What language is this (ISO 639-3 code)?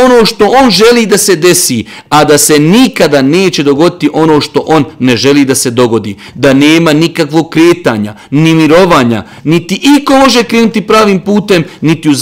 bos